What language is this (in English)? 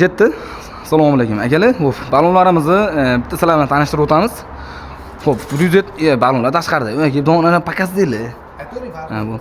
Uzbek